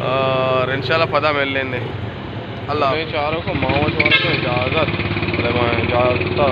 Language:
Baluchi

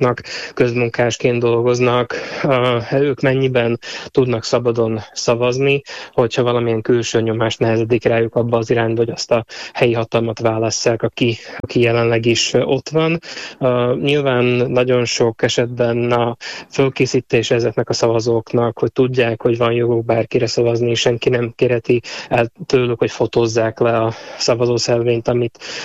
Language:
Hungarian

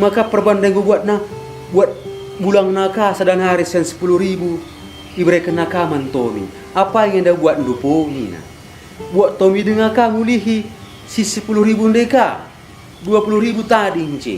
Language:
Batak Karo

